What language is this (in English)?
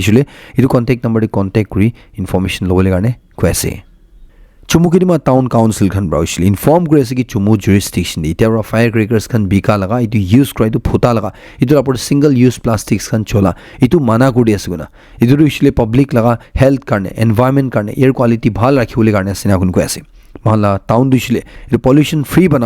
Naga Pidgin